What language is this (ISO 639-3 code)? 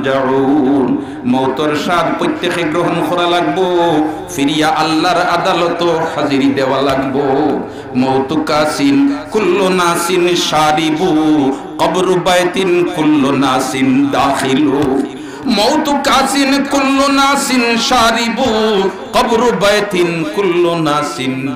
syl